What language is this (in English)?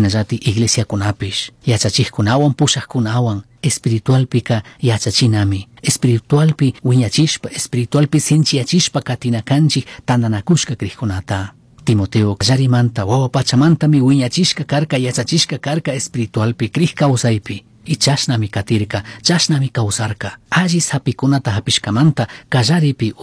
Chimborazo Highland Quichua